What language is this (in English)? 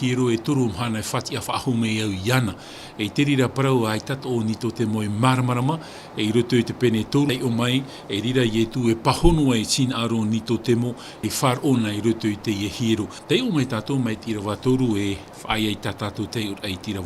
Tahitian